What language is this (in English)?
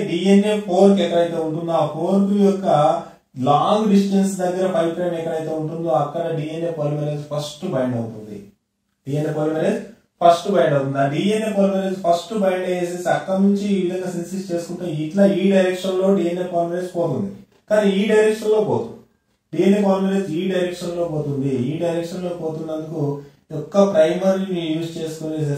Telugu